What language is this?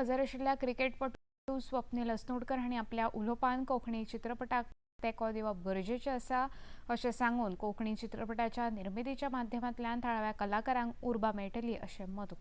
Konkani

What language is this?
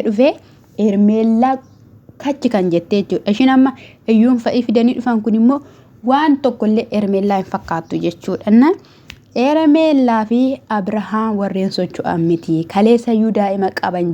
Oromo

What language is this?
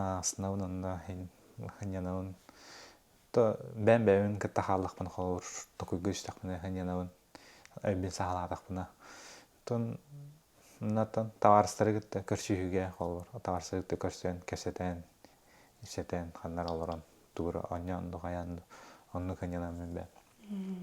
Yakut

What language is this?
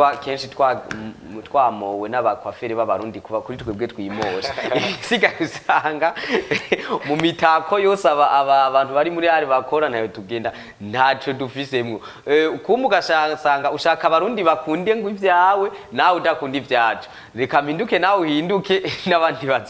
Rundi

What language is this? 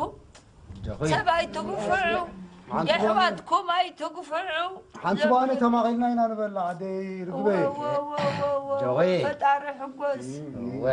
Tigrinya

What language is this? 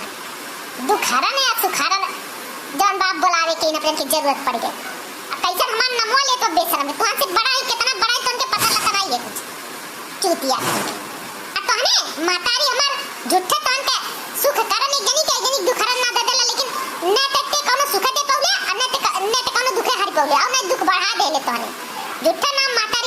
Awadhi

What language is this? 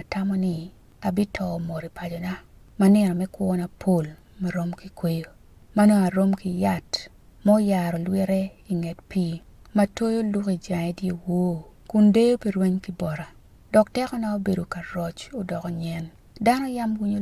Acoli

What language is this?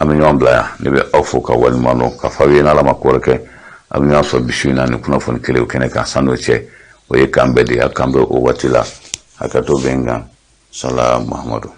Bambara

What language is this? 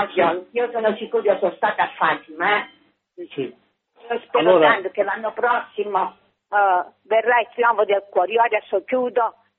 Italian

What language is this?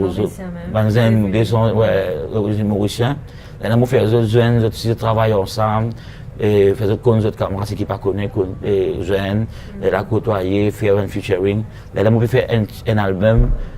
Morisyen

